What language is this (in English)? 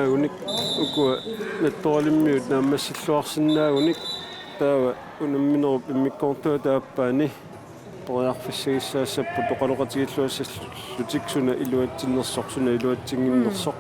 Kalaallisut